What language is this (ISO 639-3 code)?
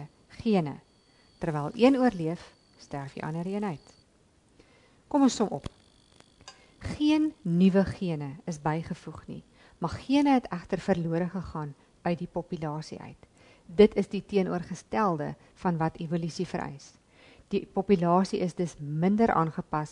afr